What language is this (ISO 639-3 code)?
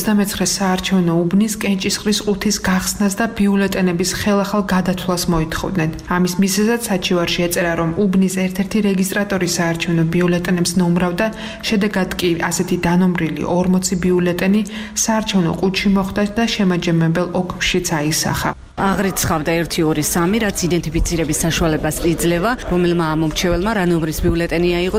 kat